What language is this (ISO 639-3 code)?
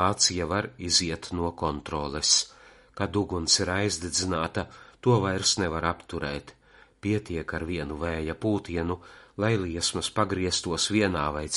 lav